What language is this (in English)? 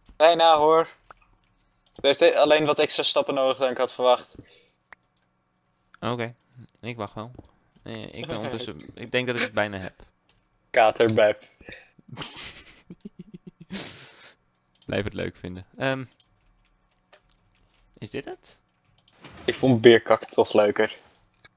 Dutch